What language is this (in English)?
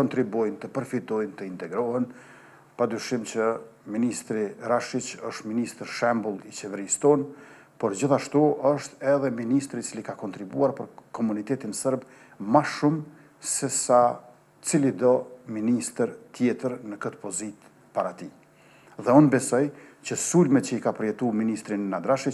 Albanian